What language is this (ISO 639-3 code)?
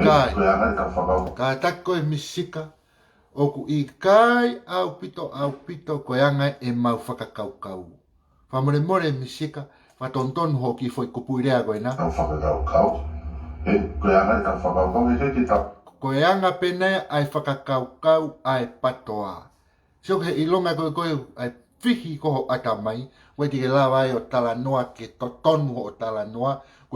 ton